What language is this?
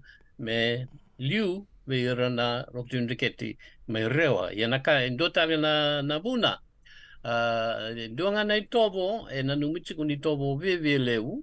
Fijian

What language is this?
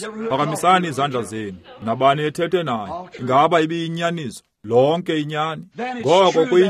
Xhosa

